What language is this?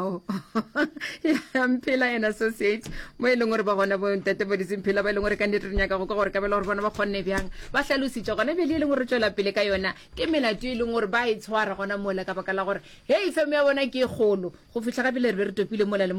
Northern Sotho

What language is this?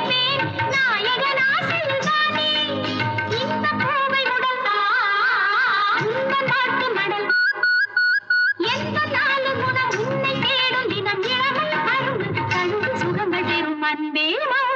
Tamil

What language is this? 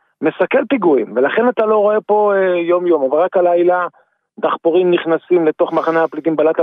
Hebrew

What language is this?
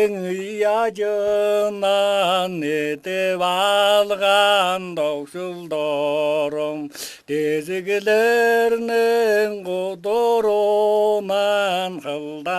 Tuvinian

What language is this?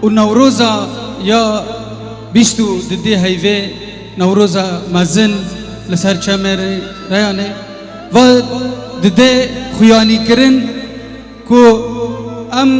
Kurdish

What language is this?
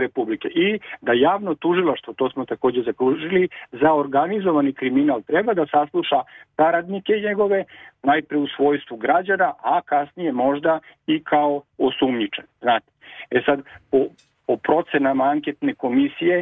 Serbian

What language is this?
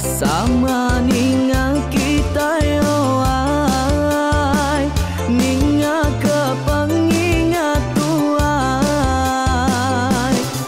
Iban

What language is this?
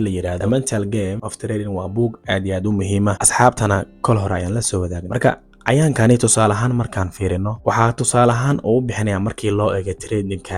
Somali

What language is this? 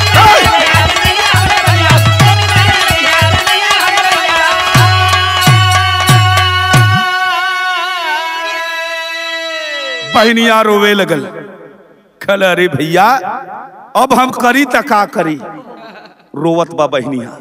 Bhojpuri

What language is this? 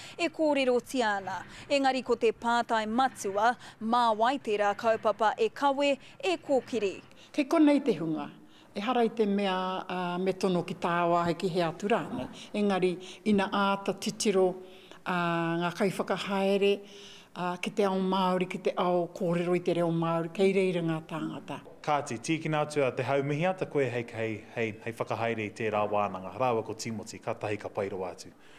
Māori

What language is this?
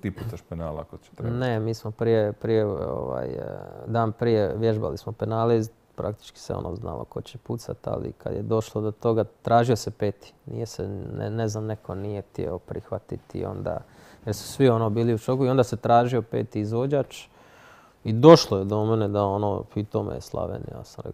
Croatian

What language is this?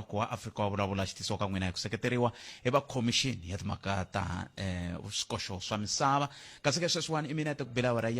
Tsonga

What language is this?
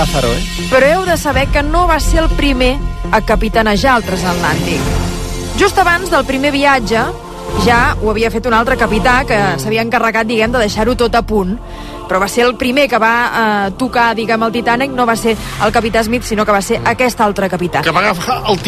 Catalan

